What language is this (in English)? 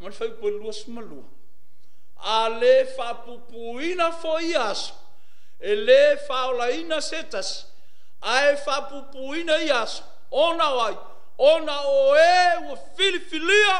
Samoan